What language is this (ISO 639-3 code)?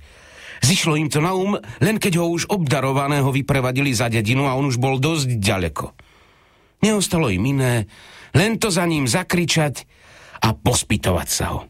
slk